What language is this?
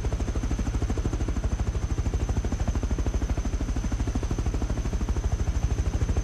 Turkish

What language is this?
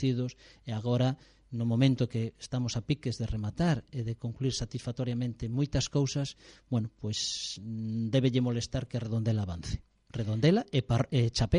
Galician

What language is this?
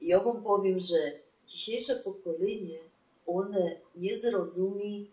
Silesian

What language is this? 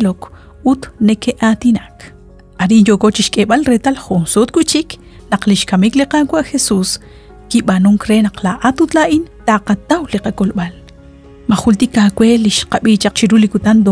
Kekchí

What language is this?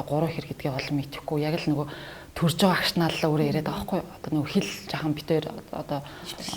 Mongolian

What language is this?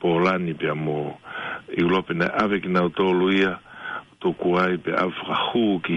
Tongan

